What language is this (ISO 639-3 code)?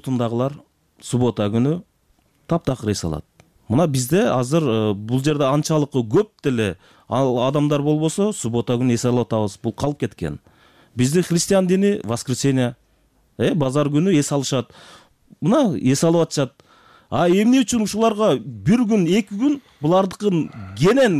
kir